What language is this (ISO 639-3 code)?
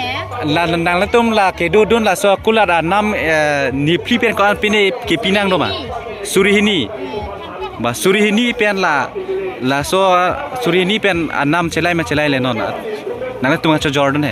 mjw